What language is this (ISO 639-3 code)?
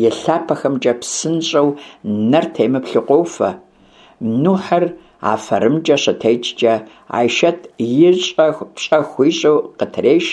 kbd